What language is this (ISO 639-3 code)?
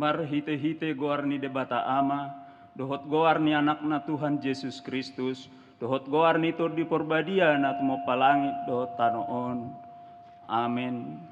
bbc